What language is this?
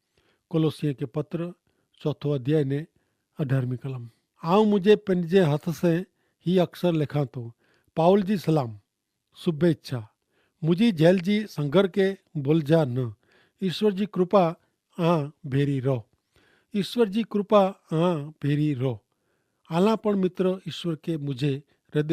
Kachhi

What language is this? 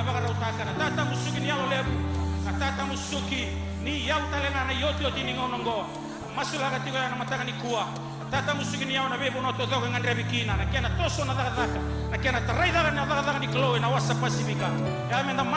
Fijian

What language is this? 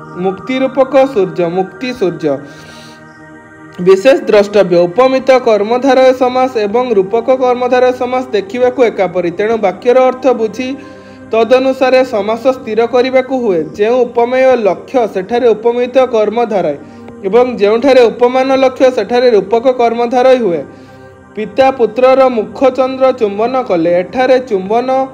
Odia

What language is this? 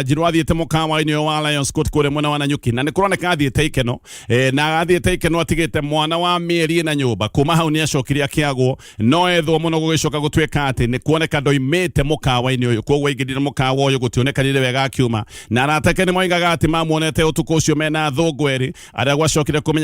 Kikuyu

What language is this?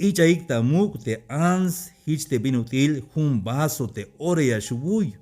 Tzeltal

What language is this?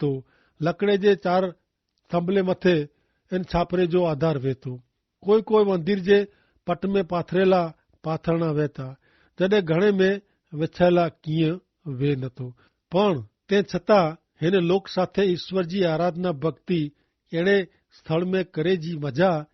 Kachhi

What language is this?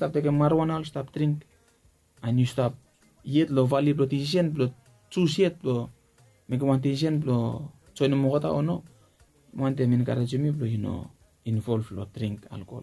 Bislama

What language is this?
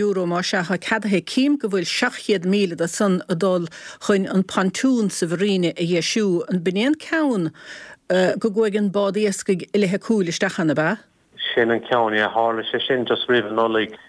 Irish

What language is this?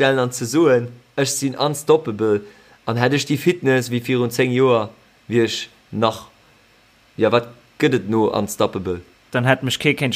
Luxembourgish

